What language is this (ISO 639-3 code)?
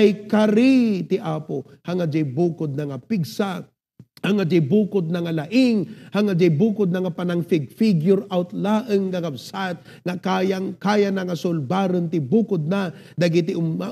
ilo